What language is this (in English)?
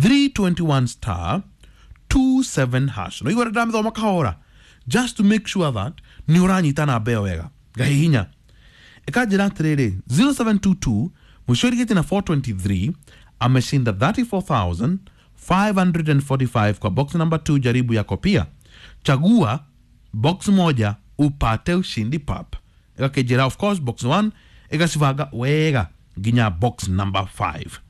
Kikuyu